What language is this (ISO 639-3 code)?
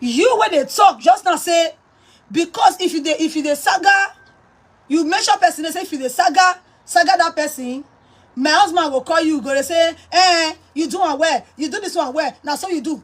pcm